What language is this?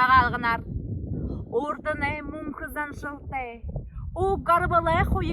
Buriat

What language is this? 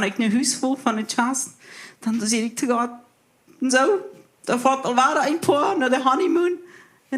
Plautdietsch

